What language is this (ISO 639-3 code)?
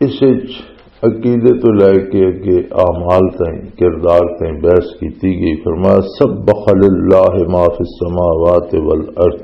lah